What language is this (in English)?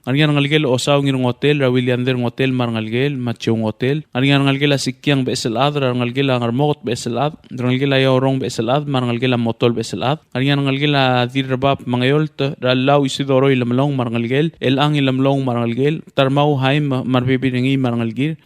Palauan